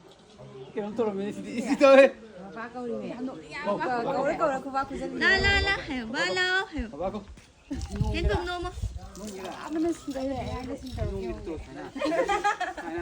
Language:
Manipuri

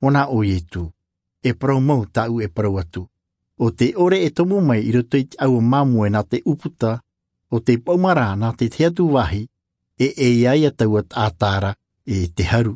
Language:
Tahitian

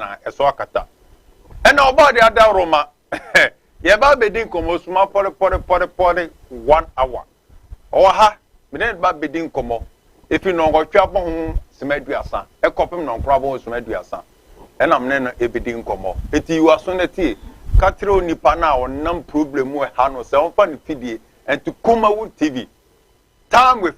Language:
Akan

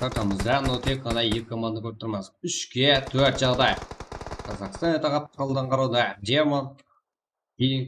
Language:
Kara-Kalpak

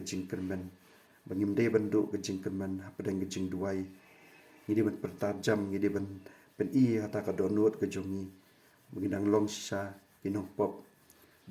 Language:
Khasi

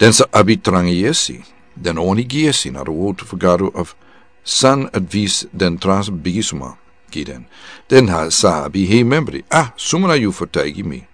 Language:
Sranan Tongo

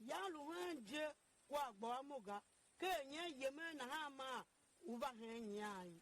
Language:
Tiv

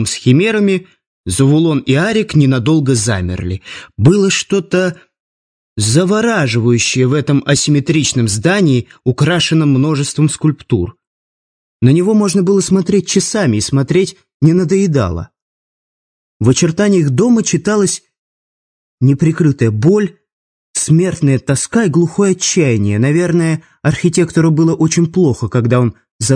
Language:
Russian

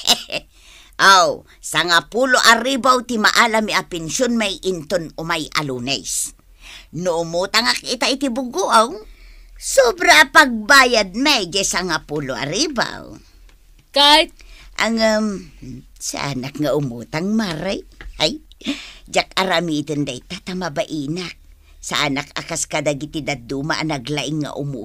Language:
Iloko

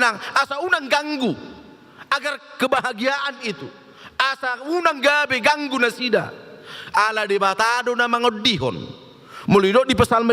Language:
Batak Toba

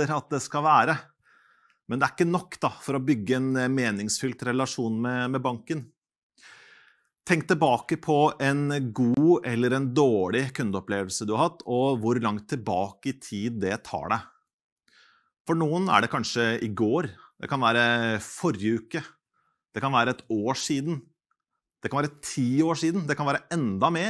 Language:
Norwegian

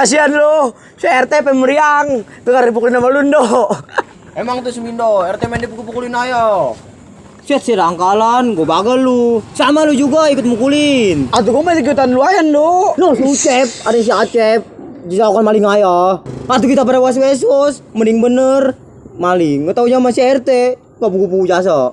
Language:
Betawi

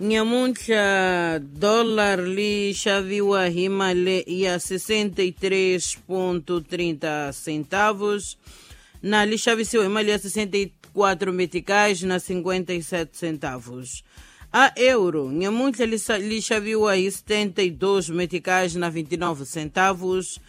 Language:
Tsonga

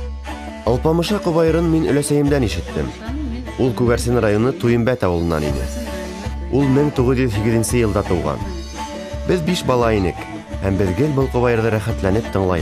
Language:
Bashkir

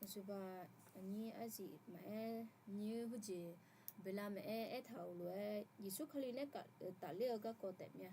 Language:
Akha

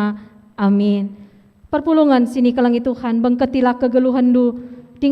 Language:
Batak Karo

